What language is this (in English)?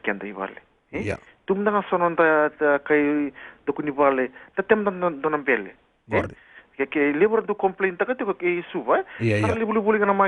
Fijian